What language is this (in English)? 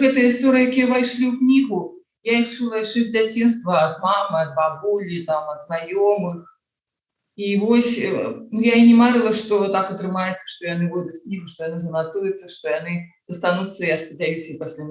Belarusian